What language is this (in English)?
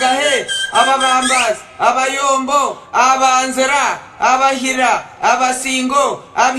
Nyankole